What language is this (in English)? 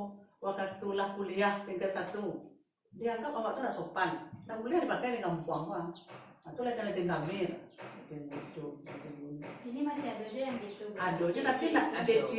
Minangkabau